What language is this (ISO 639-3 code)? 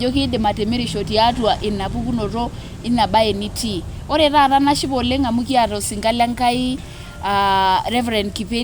mas